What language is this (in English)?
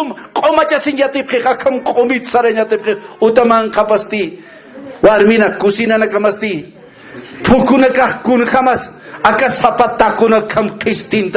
Aymara